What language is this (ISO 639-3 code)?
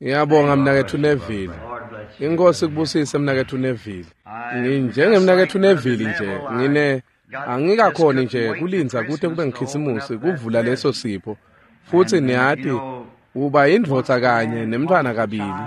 ssw